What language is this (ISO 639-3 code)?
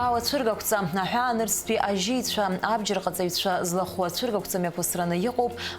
abk